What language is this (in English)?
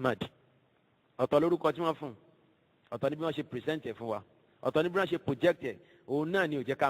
Yoruba